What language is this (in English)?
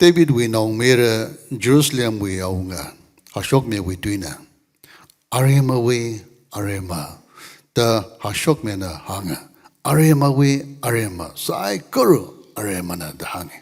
Tangkhul Naga (India)